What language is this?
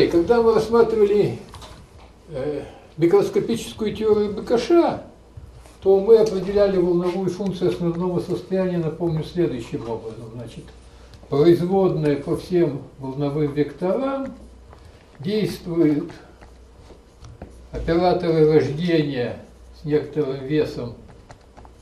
Russian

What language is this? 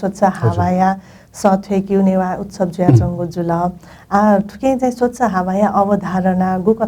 Newari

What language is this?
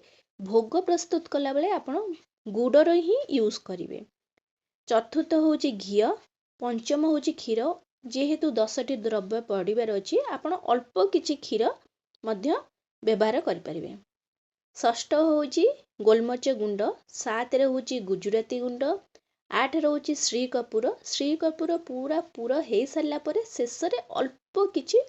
Odia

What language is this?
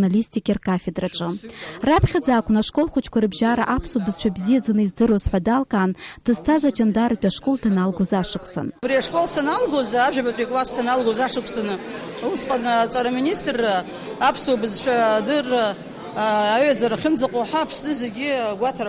Abkhazian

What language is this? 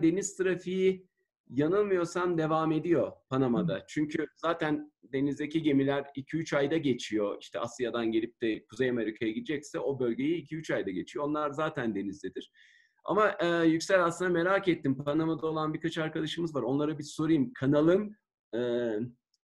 Turkish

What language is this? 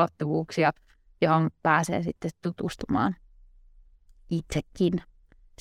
Finnish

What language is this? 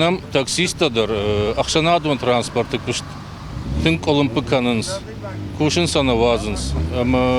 Ossetic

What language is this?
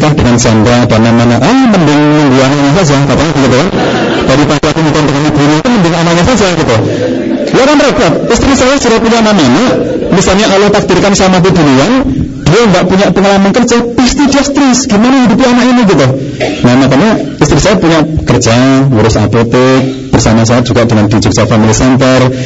Indonesian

